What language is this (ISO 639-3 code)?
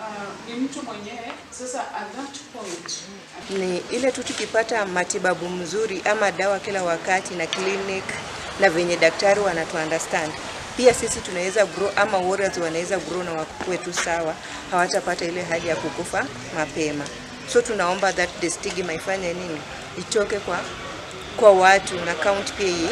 luo